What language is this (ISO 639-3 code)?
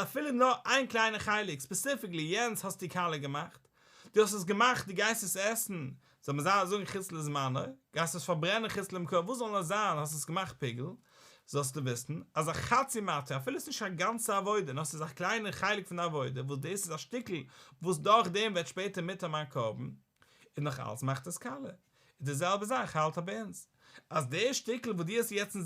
yid